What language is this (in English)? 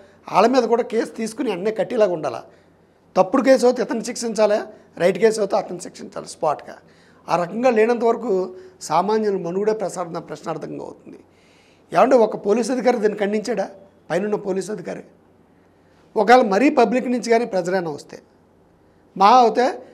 Telugu